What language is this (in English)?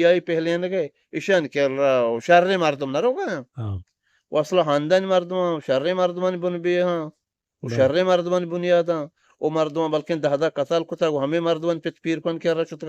Eastern Balochi